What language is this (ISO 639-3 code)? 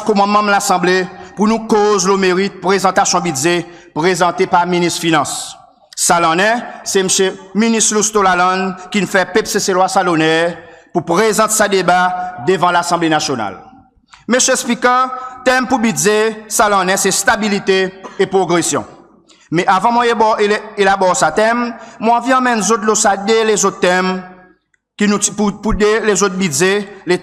crs